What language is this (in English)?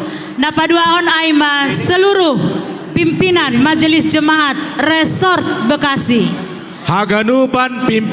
Batak Simalungun